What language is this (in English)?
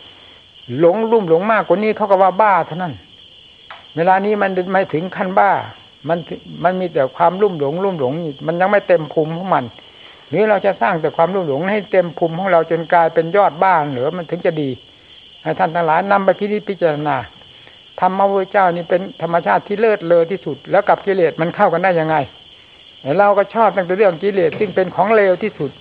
Thai